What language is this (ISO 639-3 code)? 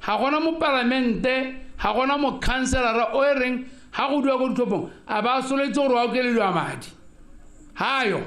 tsn